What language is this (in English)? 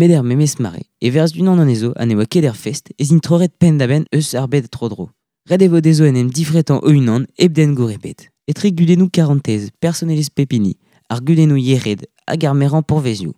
Breton